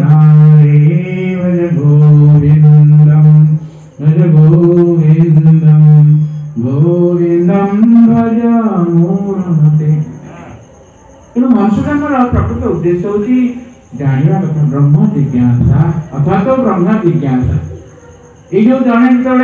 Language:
Odia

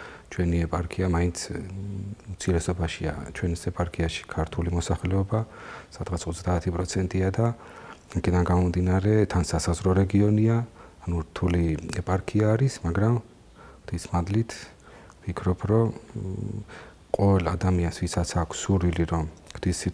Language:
Georgian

